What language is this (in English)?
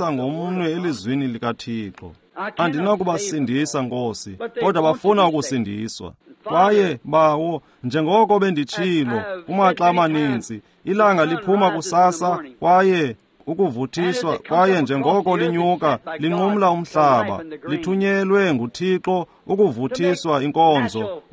Xhosa